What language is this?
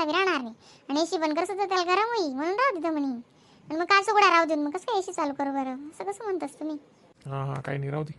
Khandesi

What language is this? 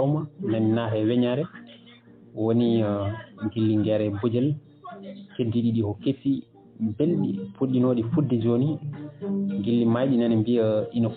Fula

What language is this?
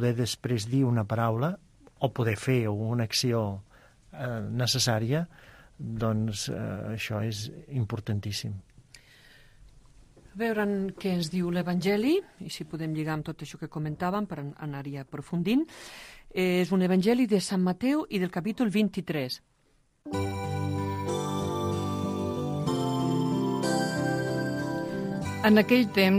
Catalan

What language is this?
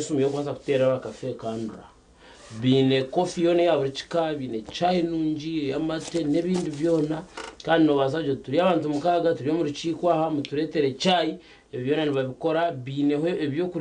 Nyankole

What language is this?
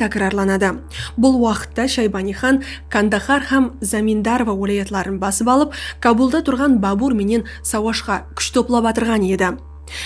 Kara-Kalpak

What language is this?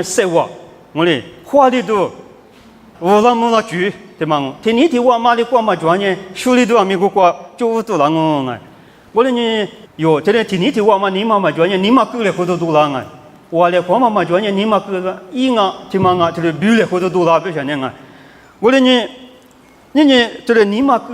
Lisu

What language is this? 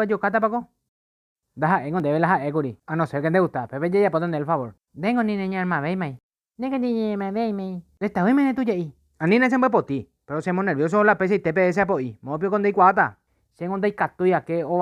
Guarani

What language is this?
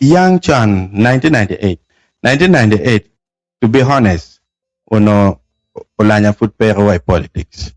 Acoli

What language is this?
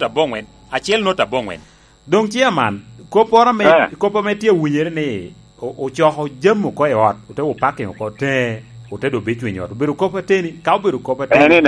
Lango (Uganda)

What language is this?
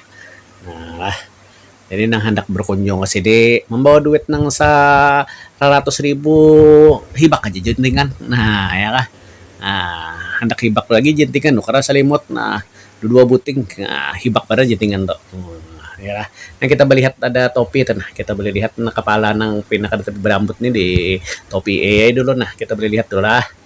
Banjar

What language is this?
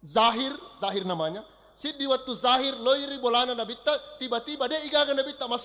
Buginese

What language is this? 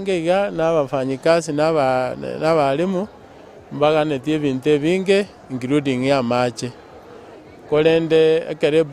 Gusii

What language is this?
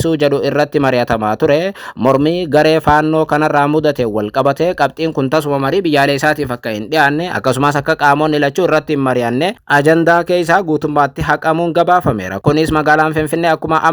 Oromo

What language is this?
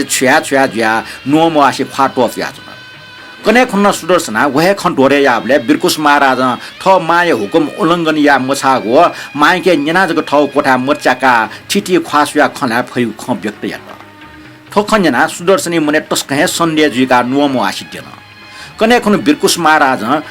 Newari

